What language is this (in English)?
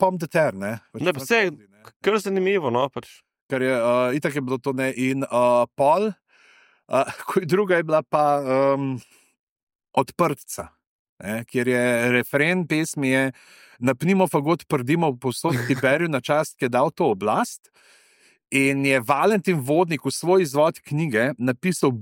Slovenian